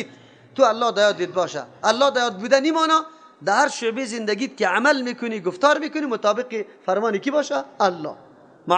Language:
Persian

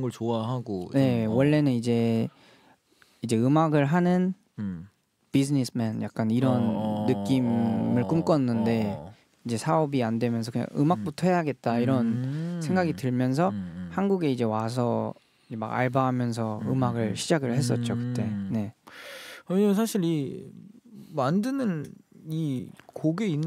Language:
Korean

